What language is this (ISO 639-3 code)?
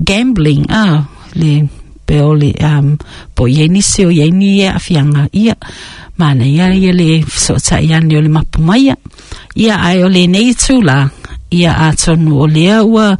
smo